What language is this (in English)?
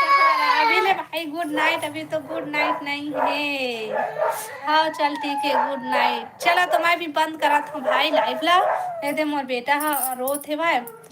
Chhattisgarhi